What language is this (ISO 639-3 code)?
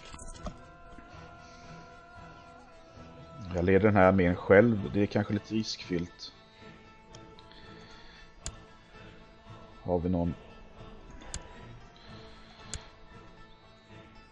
swe